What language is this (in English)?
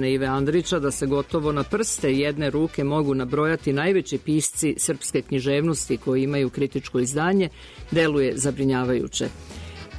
Serbian